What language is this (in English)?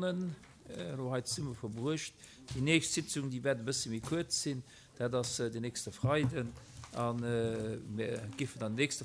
Luxembourgish